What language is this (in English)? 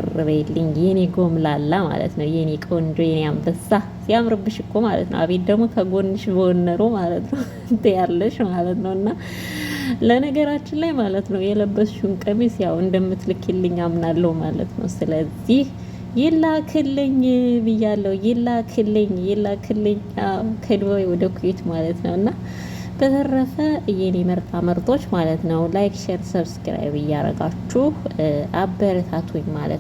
Amharic